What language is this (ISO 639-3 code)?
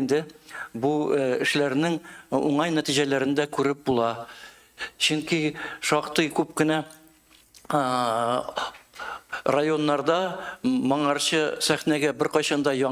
tat